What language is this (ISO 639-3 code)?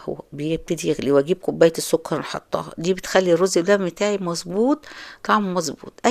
arz